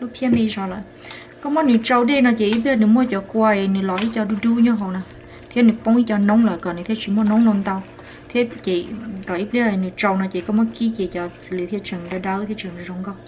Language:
Hmong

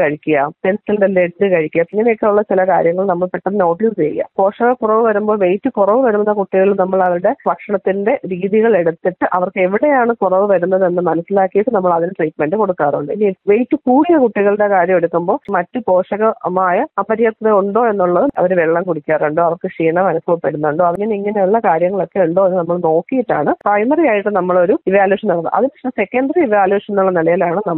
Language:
Malayalam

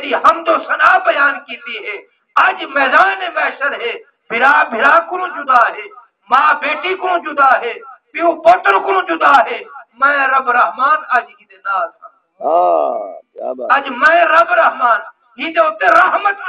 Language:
Saraiki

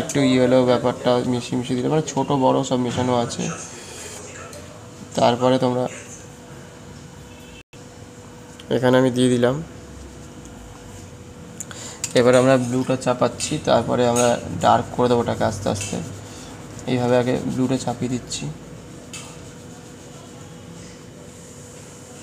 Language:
Bangla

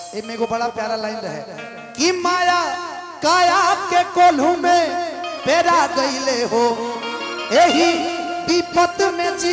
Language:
Bhojpuri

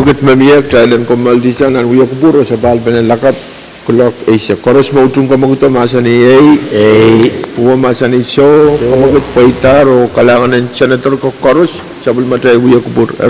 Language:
Pohnpeian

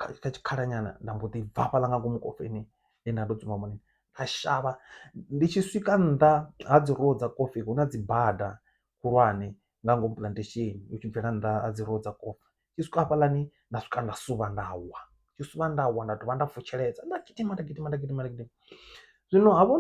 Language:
Venda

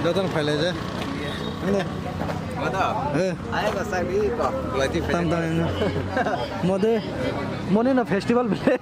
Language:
Kok Borok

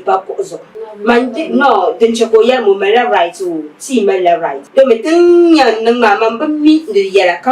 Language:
Dagbani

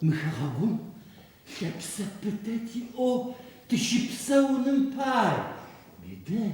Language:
Adyghe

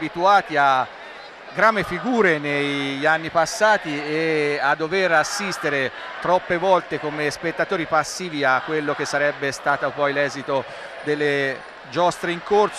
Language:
Italian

